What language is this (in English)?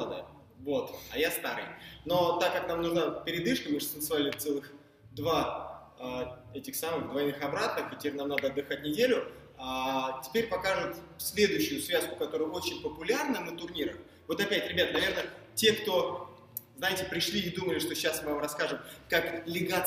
Russian